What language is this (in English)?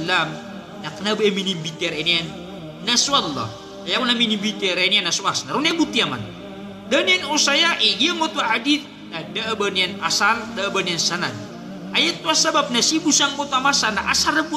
Maranao